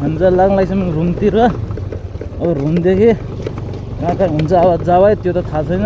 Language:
Nepali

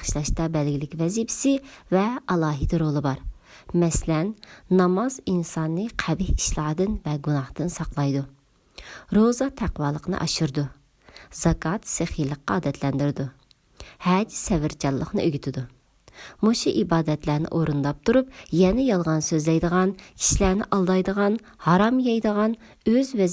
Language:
Uyghur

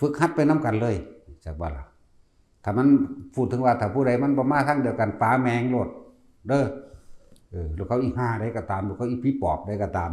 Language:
Northeastern Thai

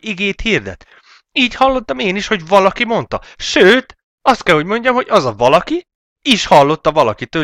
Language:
Hungarian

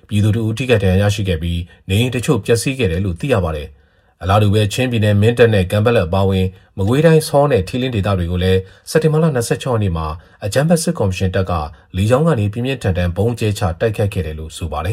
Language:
Burmese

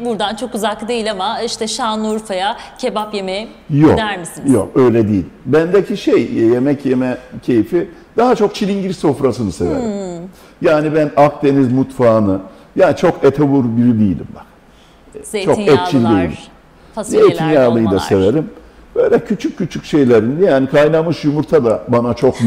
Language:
Turkish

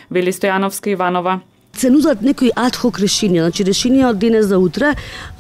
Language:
Macedonian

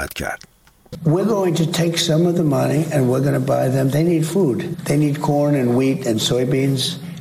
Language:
Persian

